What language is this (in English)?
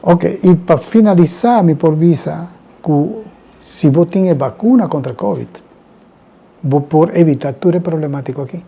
Papiamento